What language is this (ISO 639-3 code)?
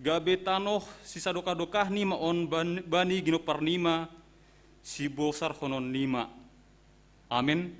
bts